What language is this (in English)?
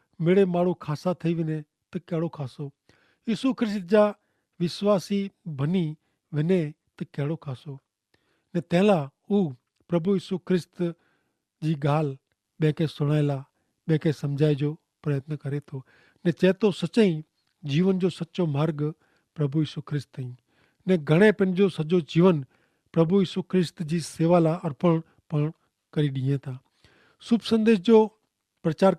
Kachhi